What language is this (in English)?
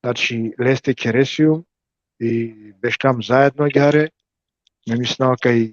Balkan Romani